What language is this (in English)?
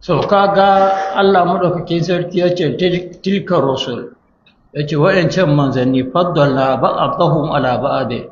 Hausa